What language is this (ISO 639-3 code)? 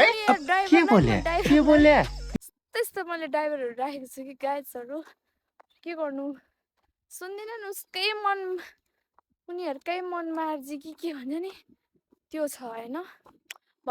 nep